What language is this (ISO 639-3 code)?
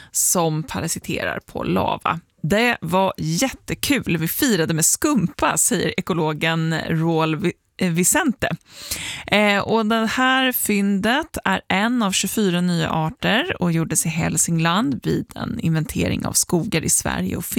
swe